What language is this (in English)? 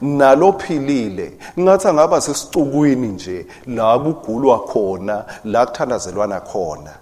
Swati